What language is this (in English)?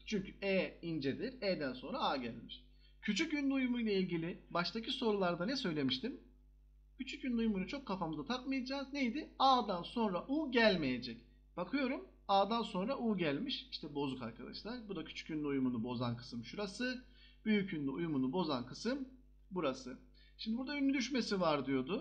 Turkish